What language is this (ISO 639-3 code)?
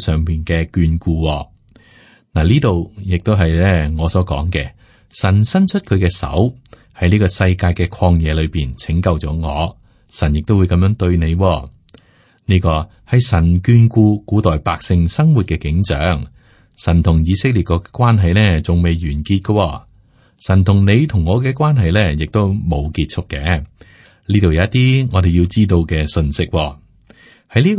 yue